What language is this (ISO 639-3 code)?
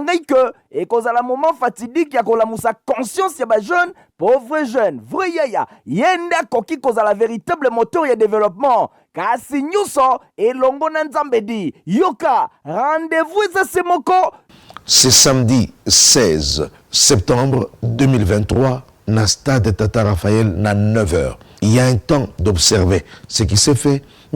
lin